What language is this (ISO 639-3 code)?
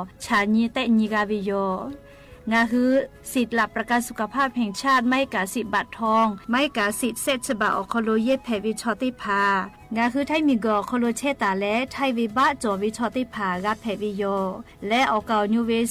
lhu